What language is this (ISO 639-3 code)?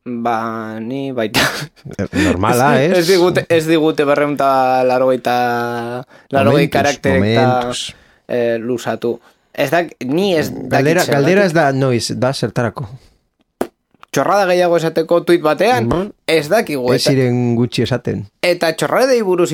eus